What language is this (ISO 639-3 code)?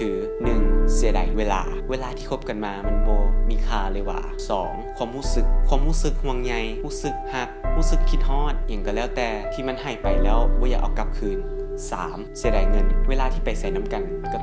lao